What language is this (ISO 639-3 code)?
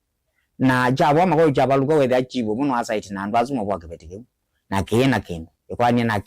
kam